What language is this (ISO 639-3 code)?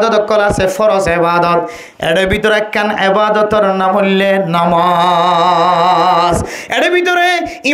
rhg